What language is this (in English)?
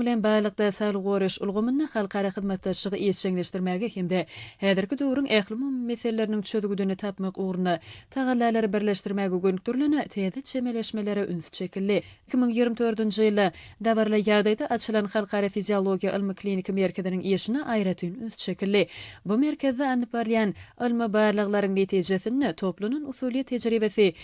Turkmen